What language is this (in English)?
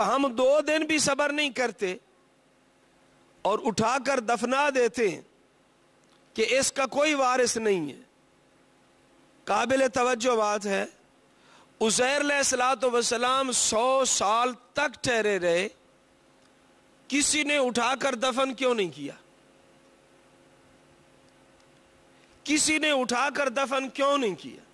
Urdu